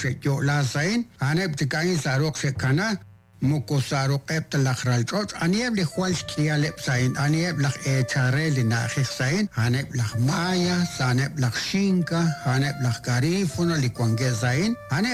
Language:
Kekchí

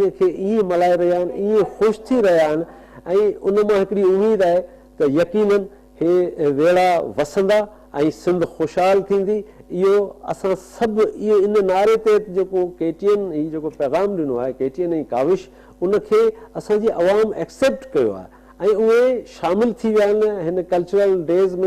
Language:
Sindhi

